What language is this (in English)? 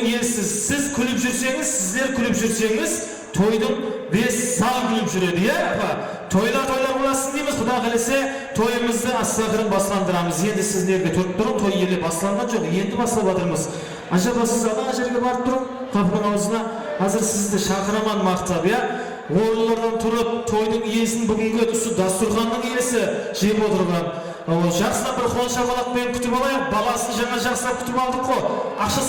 Kara-Kalpak